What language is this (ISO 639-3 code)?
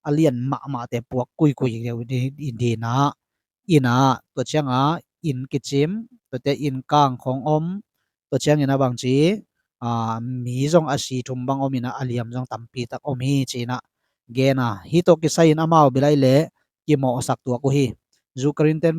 ctd